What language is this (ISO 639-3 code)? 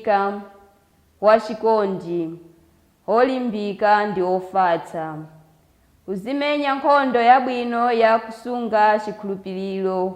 nya